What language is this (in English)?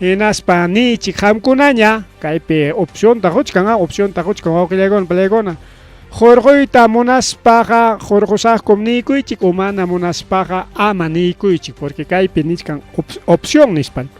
Ayacucho Quechua